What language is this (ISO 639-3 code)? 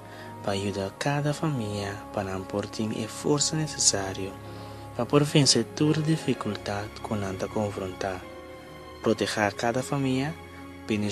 pap